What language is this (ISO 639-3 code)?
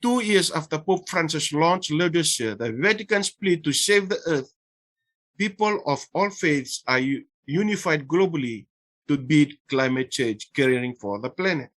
fij